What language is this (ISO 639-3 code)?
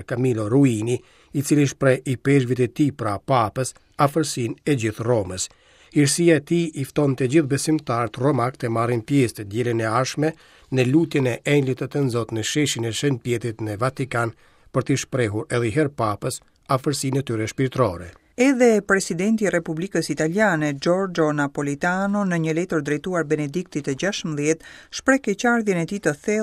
sqi